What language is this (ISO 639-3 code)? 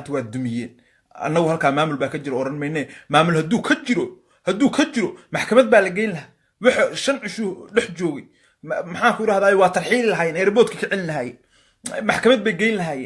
som